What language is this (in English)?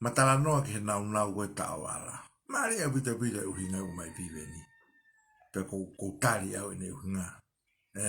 Tongan